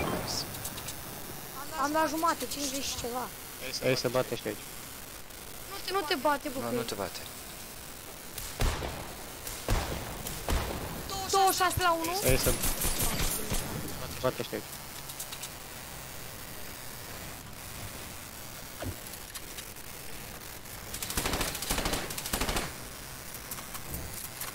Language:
Romanian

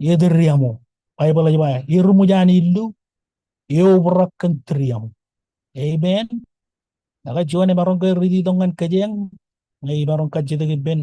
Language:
Marshallese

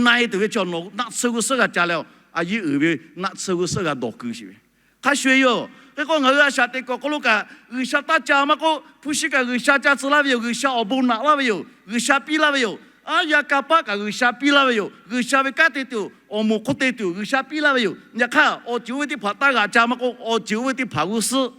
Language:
Lahu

